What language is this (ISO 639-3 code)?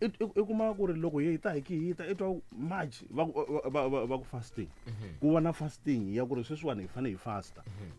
tso